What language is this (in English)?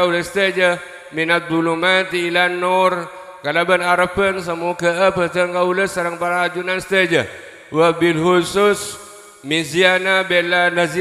Madurese